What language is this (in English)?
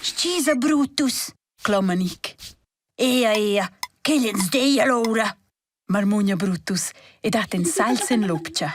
Romansh